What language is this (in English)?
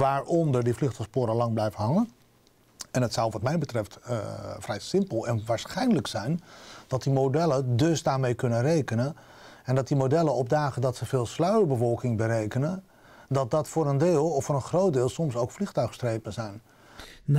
Dutch